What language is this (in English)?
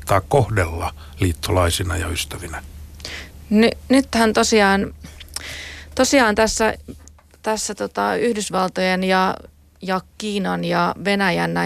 Finnish